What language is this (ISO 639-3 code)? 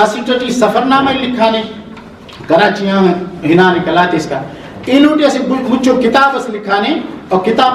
brh